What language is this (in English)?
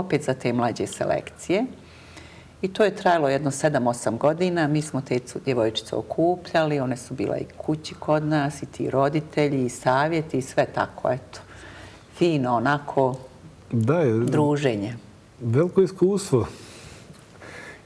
Bosnian